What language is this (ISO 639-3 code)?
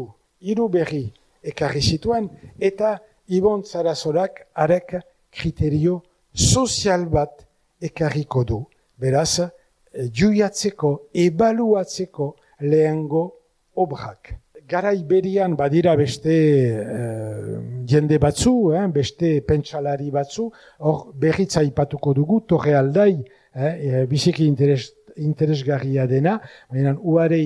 eus